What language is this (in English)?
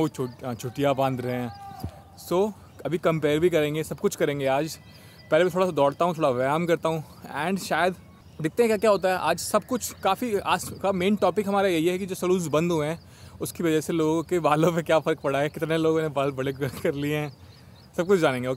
Hindi